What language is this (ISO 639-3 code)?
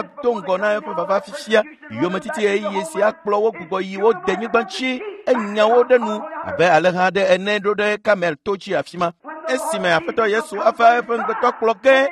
ewe